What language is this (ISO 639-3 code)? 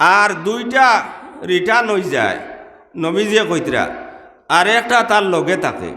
syl